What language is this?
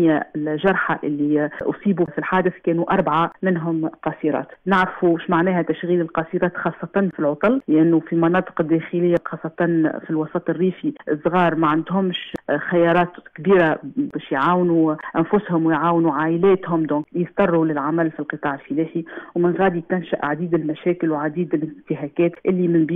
Tunisian Arabic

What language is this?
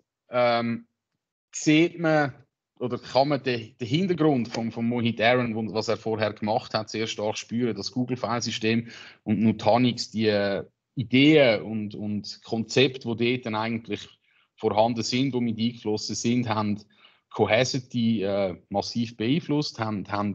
German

